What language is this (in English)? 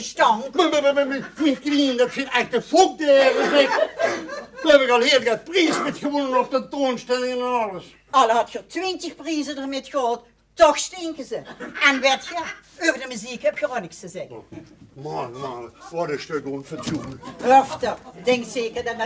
Limburgish